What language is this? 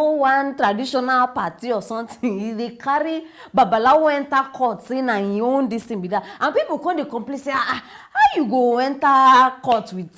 Nigerian Pidgin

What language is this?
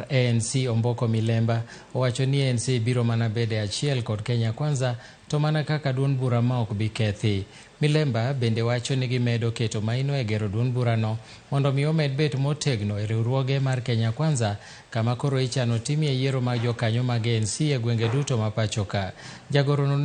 Luo (Kenya and Tanzania)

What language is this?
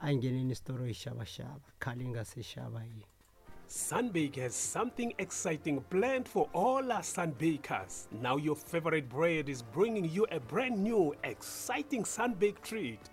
Tsonga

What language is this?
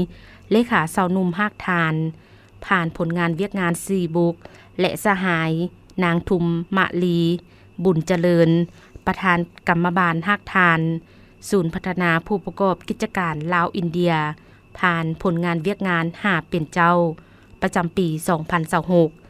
Lao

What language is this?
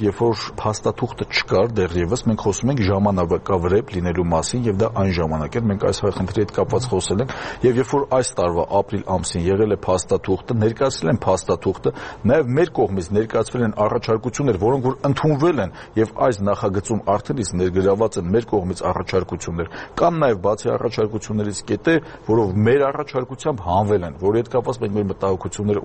Armenian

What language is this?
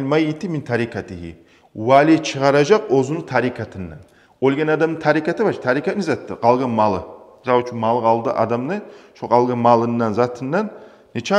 Kumyk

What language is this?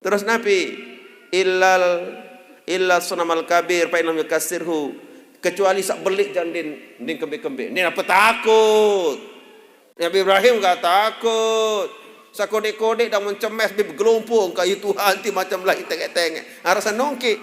Sasak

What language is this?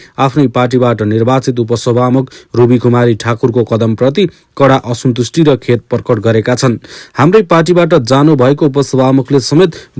Nepali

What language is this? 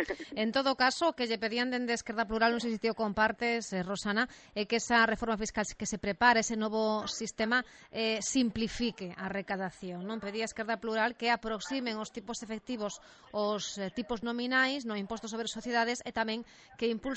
Galician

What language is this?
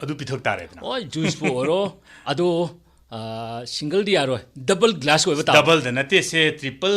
Manipuri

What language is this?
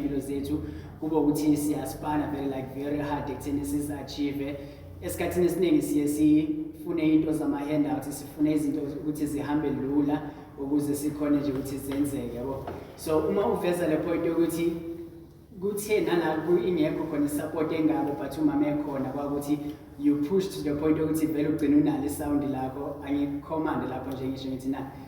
Zulu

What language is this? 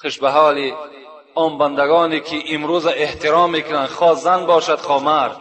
Tajik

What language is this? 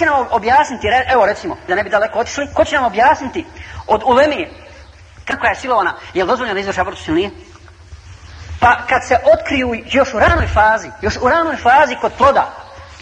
Bosnian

